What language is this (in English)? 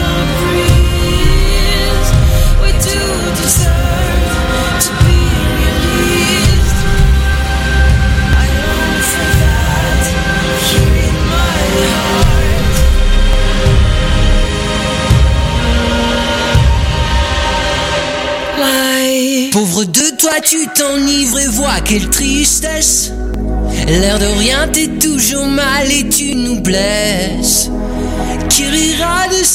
French